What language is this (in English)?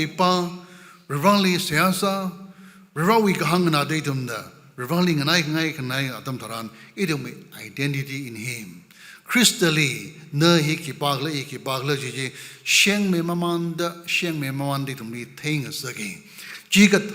Tangkhul Naga (India)